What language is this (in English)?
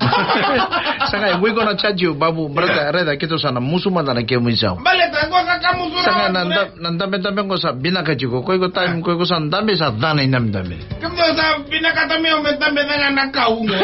Fijian